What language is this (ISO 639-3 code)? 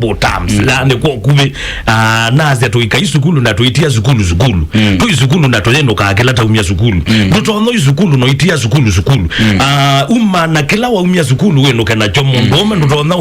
kam